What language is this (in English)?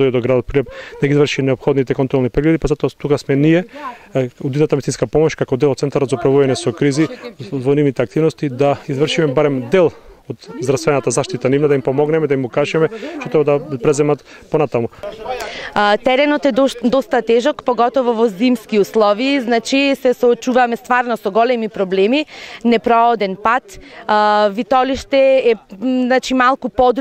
Macedonian